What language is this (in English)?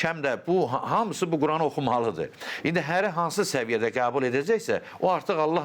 Azerbaijani